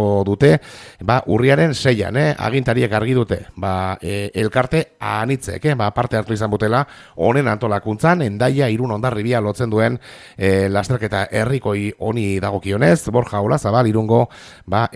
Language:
Basque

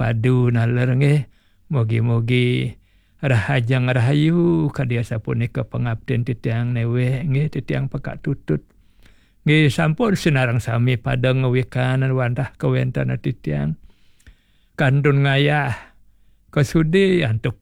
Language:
Balinese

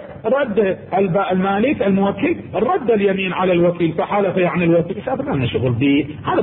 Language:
Arabic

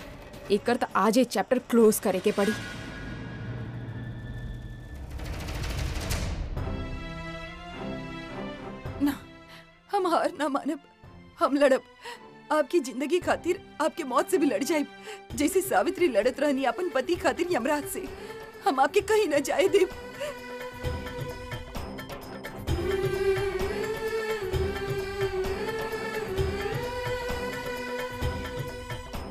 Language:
Bhojpuri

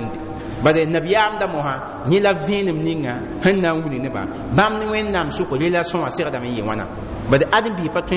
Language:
Mossi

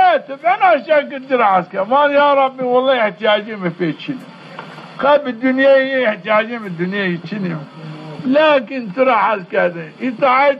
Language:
Zaza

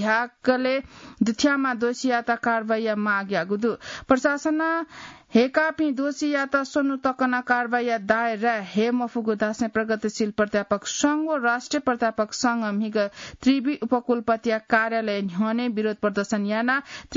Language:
Newari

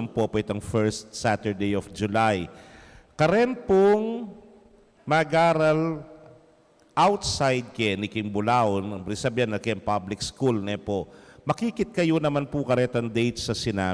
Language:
Pampanga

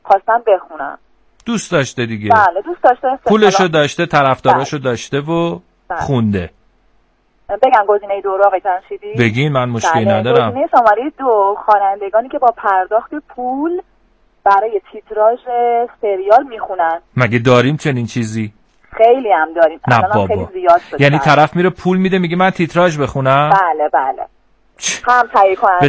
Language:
Persian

